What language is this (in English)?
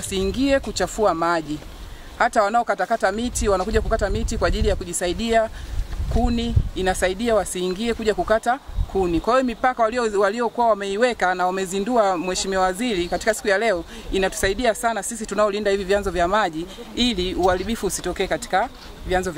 Swahili